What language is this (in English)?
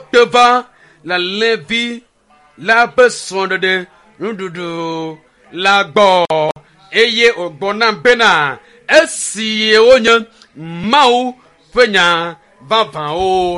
Ewe